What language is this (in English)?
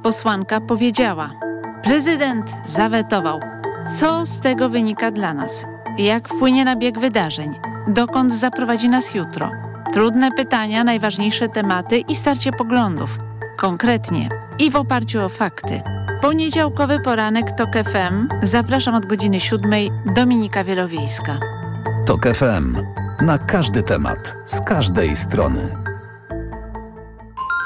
Polish